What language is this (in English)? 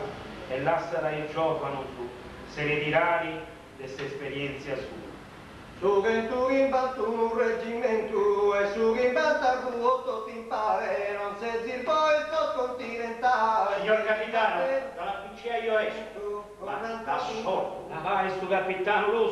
Sardinian